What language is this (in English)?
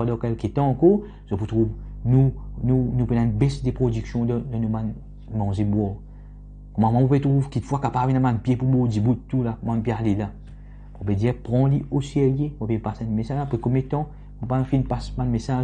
Morisyen